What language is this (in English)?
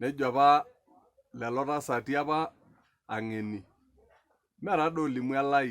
Masai